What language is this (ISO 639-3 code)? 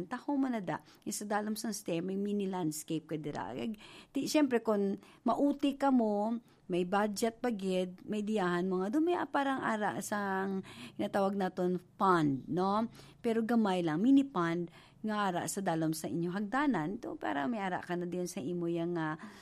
hil